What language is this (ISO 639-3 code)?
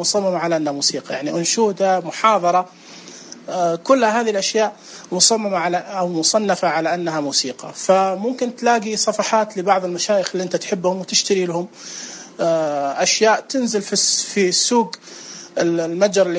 ars